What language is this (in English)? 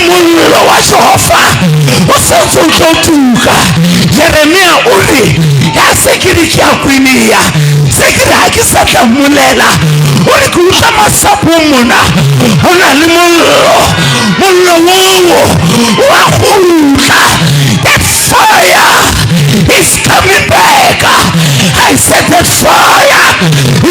Southern Sotho